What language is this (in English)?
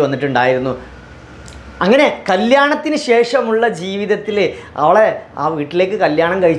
Malayalam